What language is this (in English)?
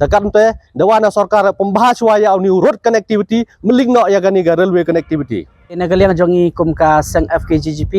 Khasi